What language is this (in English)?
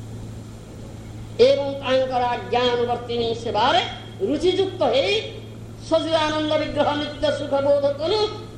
Odia